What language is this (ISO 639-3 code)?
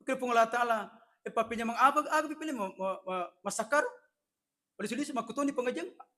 bug